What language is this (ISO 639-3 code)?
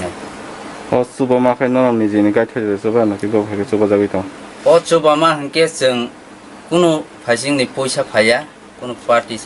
trp